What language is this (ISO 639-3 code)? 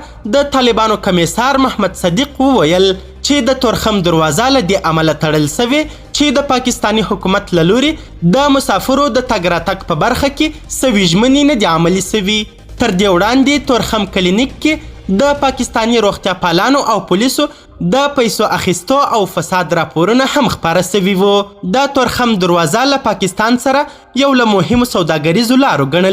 pus